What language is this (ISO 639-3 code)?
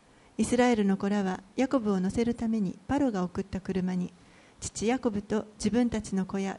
jpn